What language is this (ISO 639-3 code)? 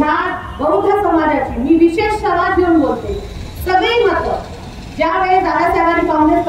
mar